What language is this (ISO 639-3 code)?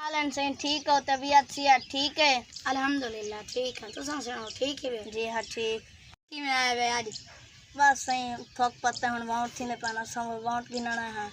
skr